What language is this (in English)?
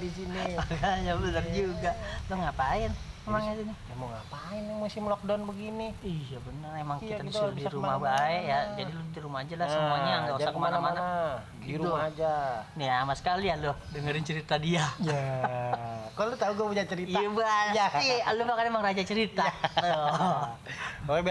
Betawi